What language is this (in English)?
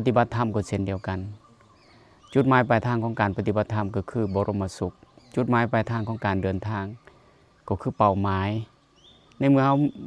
Lao